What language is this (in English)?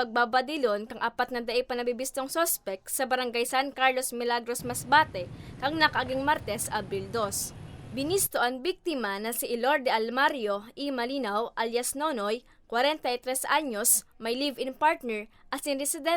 Bikol